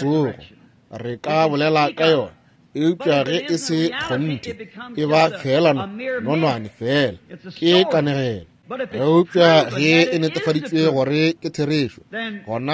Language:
Northern Sotho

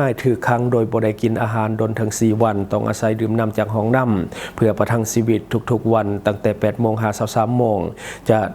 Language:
Lao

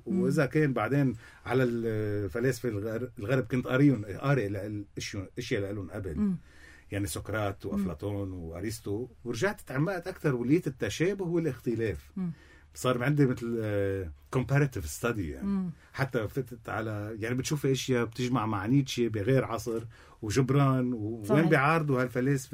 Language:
North Levantine Arabic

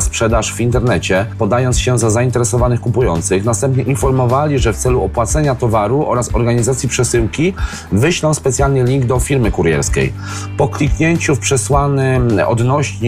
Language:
Polish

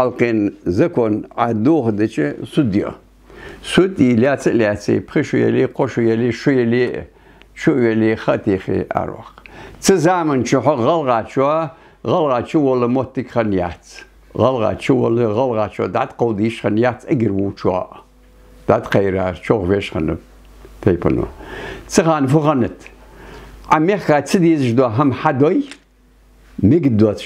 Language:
Ingush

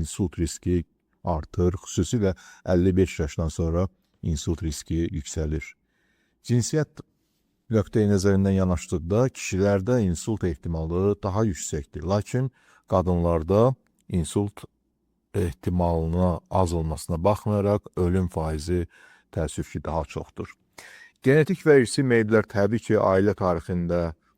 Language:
Azerbaijani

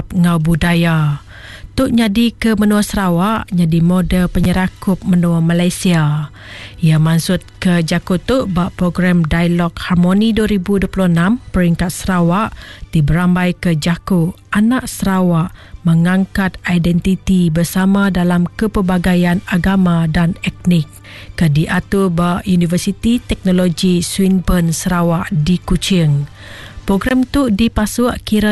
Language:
Iban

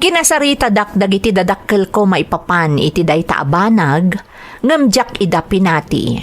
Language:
Iloko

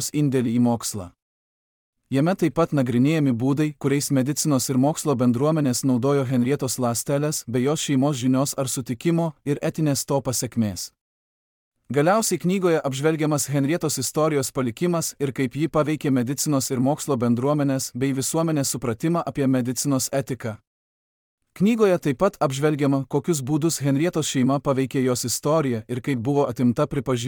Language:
Lithuanian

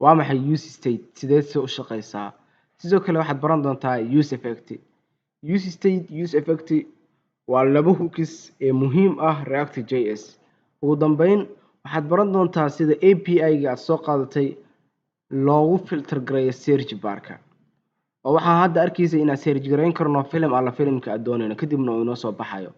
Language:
Somali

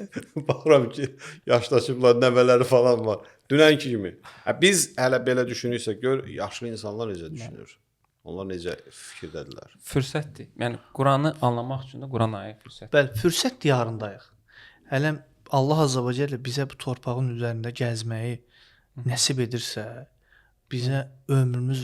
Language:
Azerbaijani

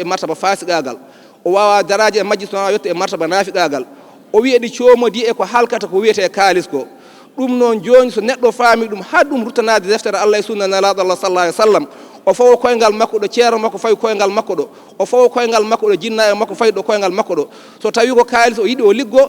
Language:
Fula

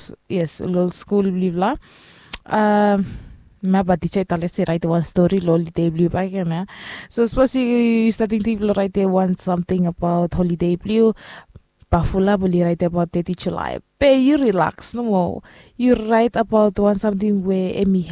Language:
Bislama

